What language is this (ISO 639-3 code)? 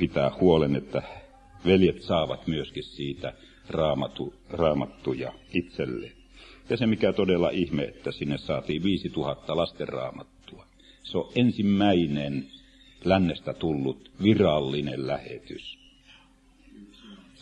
fin